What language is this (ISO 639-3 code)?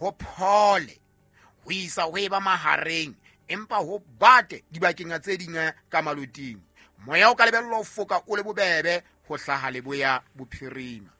sot